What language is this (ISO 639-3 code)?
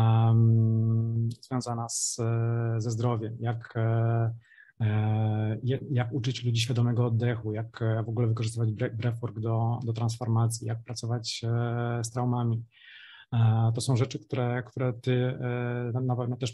pol